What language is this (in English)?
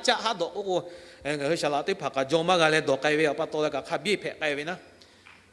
Lahu